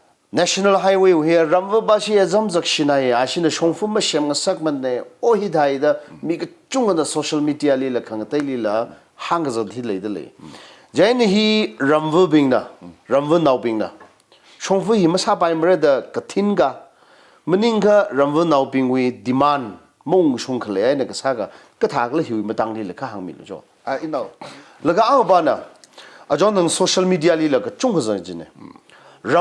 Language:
Tangkhul Naga (India)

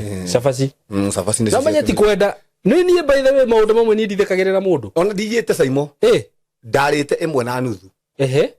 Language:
Kikuyu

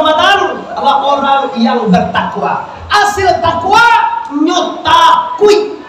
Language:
Minangkabau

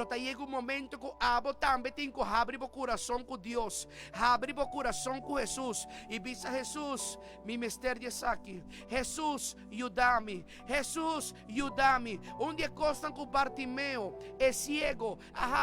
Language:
Papiamento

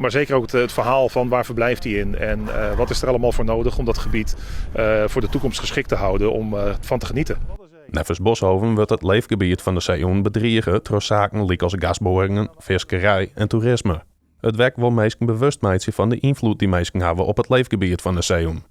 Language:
Western Frisian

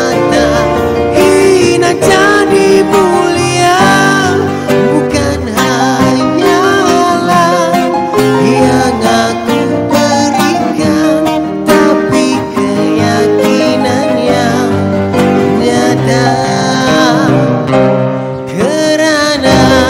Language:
Malay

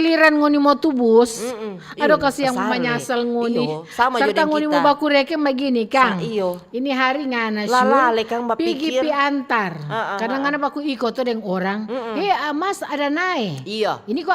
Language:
Manado Malay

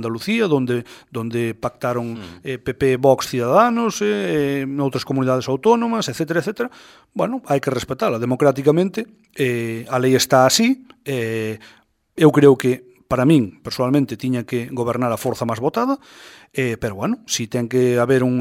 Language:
Galician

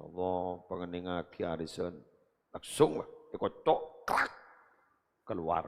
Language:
Madurese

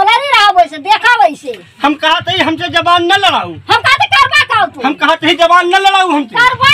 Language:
Awadhi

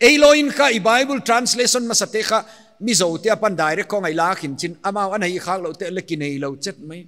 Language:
Paite Chin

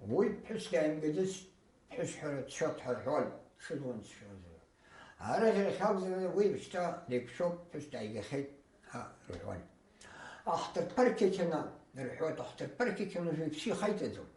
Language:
Abkhazian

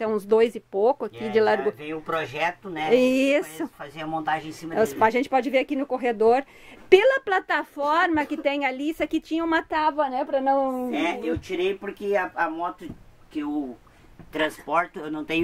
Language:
Portuguese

